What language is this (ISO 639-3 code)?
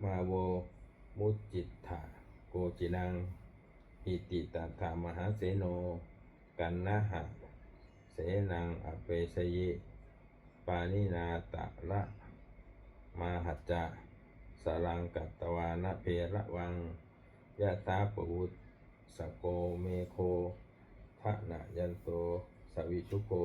pli